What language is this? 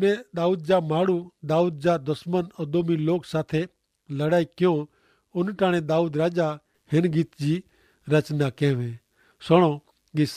Kachhi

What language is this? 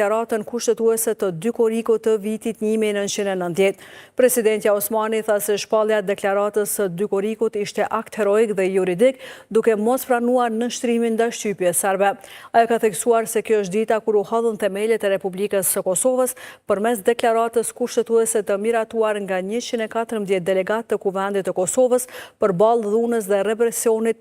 Albanian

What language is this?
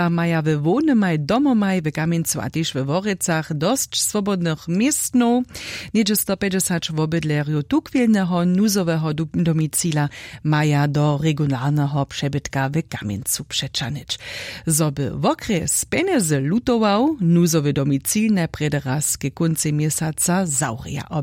Upper Sorbian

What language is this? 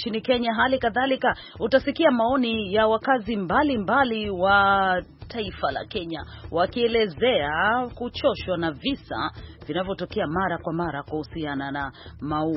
Swahili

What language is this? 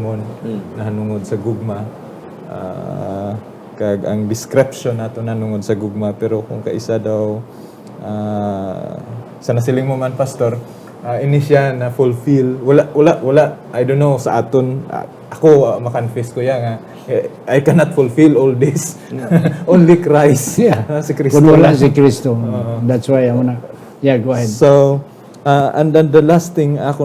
Hiligaynon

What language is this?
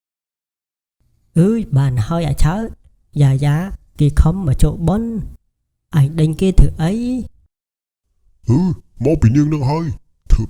Khmer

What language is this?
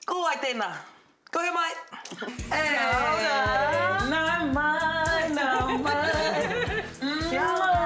Māori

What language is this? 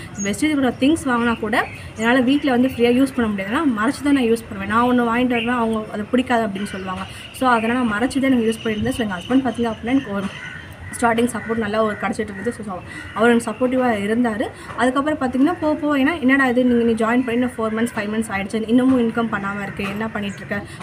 Tamil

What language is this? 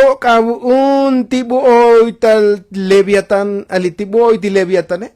Tzotzil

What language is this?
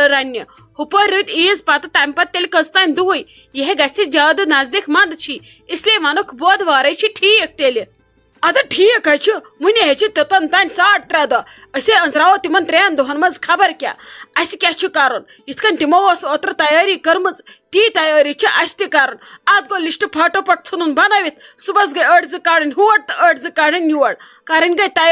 Kashmiri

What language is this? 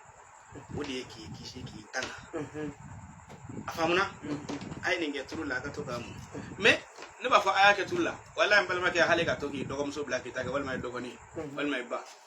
Bambara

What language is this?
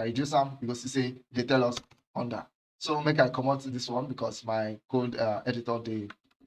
Nigerian Pidgin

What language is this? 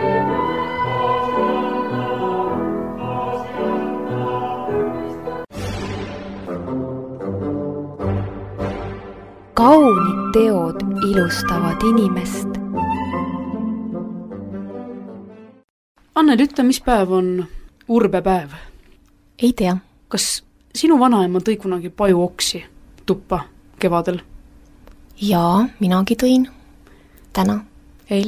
Estonian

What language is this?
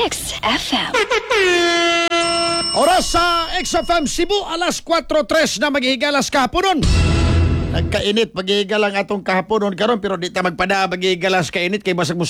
Cebuano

